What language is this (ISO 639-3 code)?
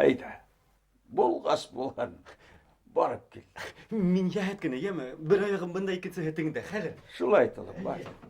bak